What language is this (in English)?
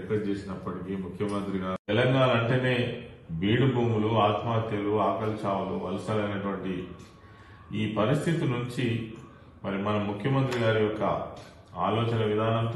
Telugu